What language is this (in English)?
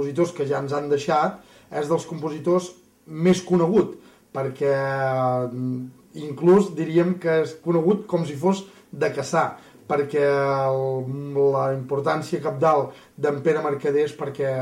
Catalan